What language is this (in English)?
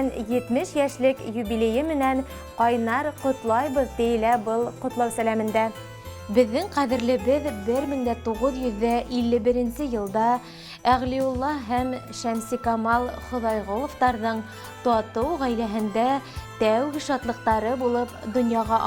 Bashkir